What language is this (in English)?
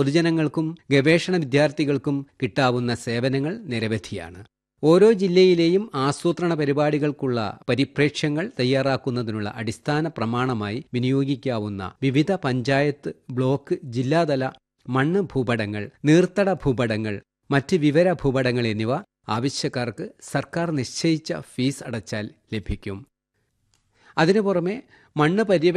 Malayalam